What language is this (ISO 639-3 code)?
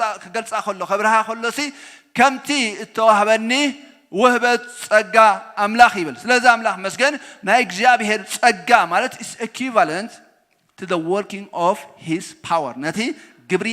tir